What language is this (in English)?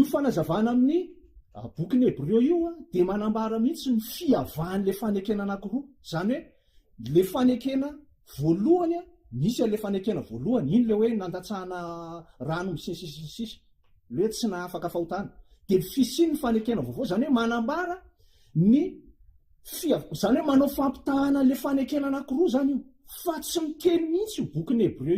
Malagasy